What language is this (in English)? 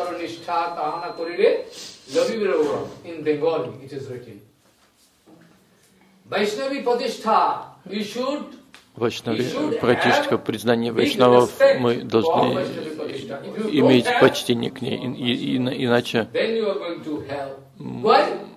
Russian